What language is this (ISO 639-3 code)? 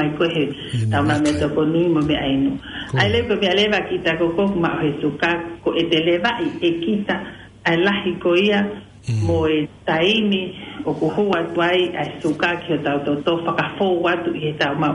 ton